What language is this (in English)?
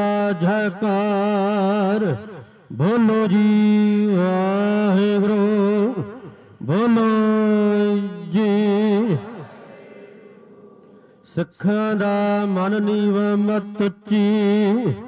Punjabi